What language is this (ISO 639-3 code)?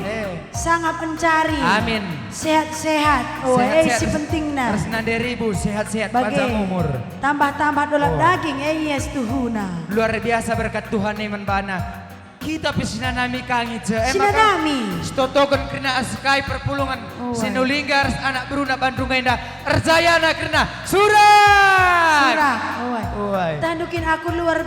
btx